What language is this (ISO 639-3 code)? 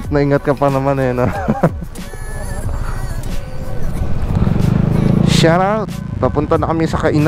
fil